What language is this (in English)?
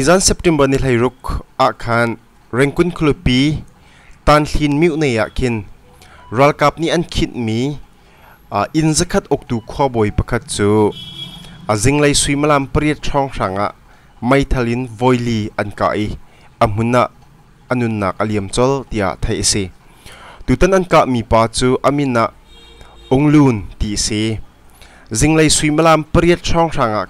Hakha Chin